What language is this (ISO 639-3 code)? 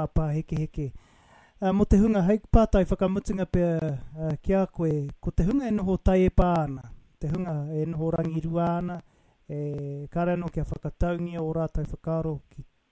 mri